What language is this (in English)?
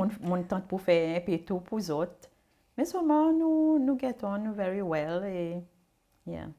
Seselwa Creole French